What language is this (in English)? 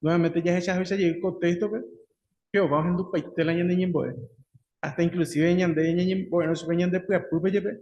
Guarani